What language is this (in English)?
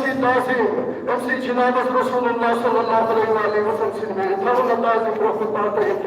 Kashmiri